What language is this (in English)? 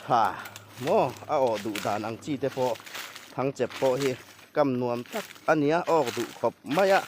Mizo